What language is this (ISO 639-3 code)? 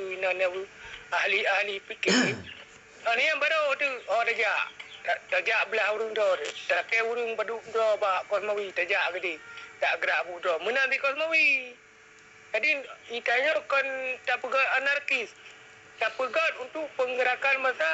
ace